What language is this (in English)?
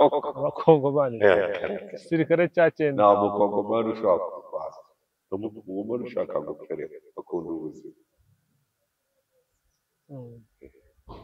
Kinyarwanda